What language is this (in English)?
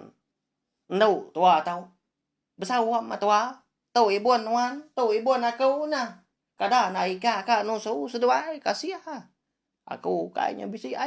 Iban